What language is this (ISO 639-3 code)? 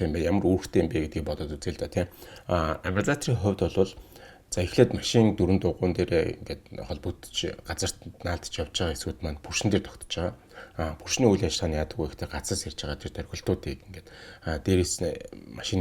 mon